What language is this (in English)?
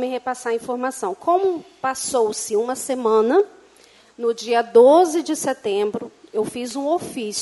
Portuguese